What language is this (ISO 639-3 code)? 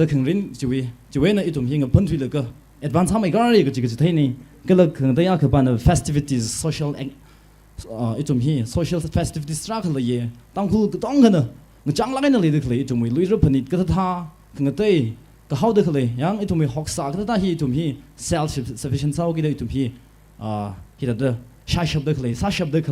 nmf